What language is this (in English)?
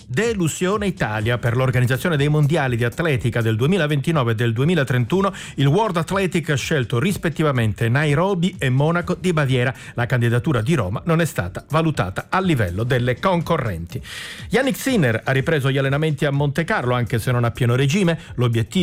Italian